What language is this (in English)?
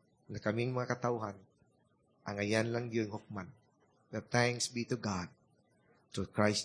Cebuano